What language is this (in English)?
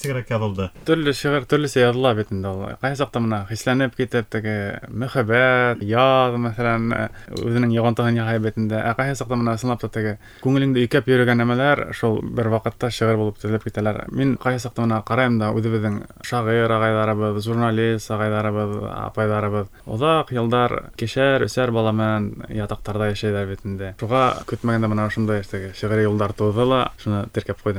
Bashkir